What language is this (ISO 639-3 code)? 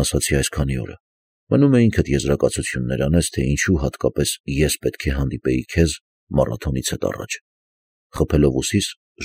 hye